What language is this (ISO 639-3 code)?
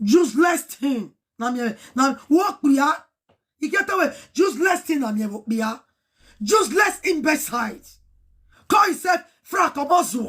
pcm